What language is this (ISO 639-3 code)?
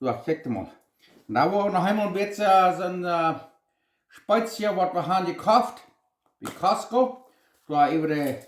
pdt